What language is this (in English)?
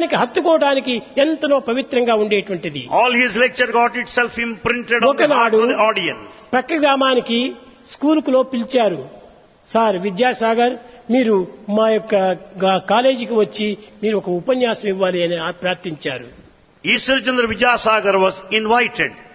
Telugu